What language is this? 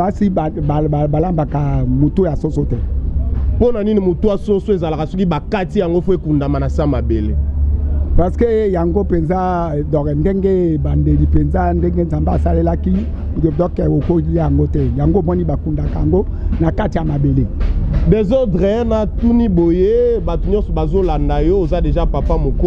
Lingala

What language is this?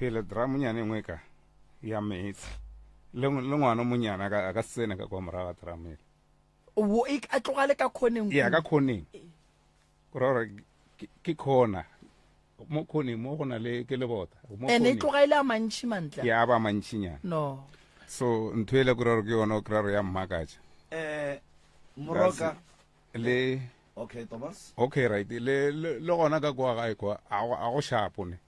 Northern Sotho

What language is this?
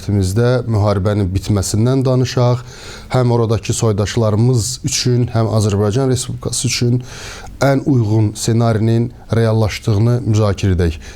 Azerbaijani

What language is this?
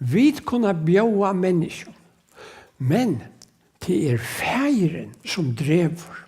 Faroese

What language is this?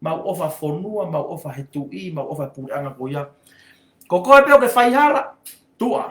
Tongan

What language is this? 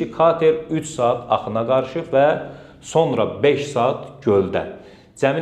Azerbaijani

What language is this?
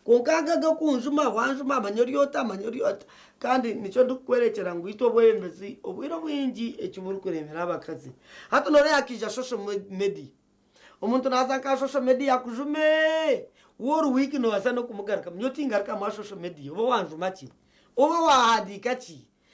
Nyankole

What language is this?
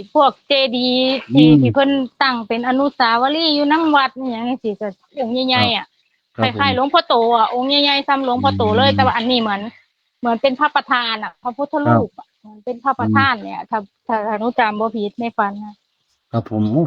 Northeastern Thai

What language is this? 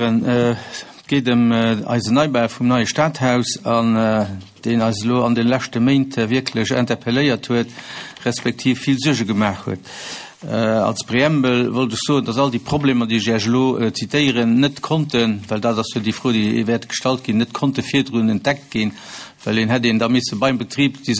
Luxembourgish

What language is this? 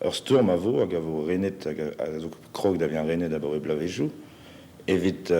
Breton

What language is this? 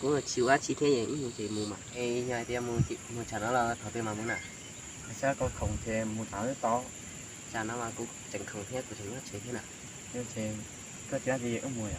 Hmong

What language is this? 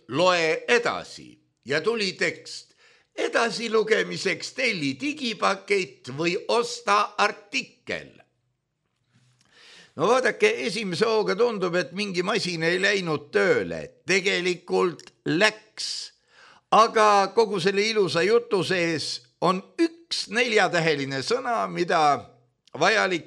Estonian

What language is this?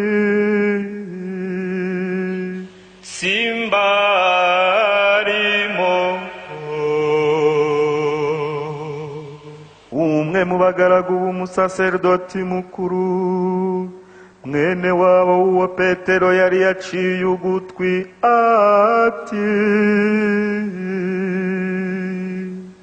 Kinyarwanda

